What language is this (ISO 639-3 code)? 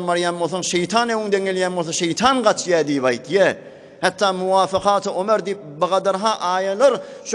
tuk